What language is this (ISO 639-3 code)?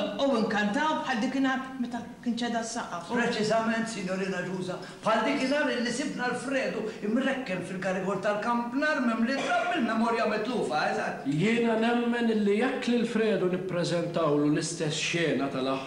mlt